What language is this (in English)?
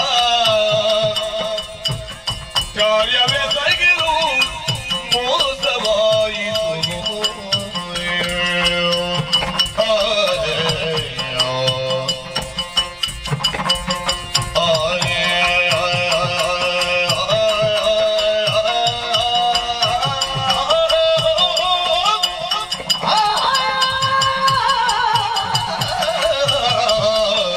Kannada